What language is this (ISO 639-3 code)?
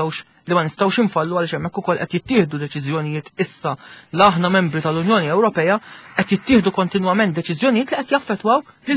mlt